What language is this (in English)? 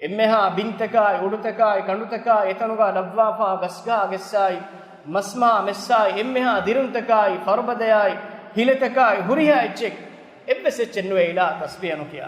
Divehi